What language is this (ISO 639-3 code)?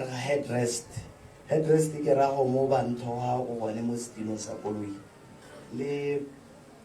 tsn